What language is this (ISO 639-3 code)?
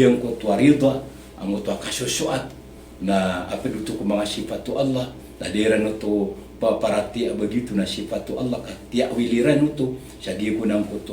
mrw